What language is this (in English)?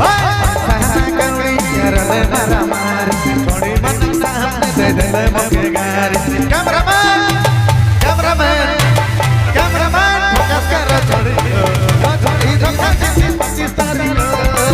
Sadri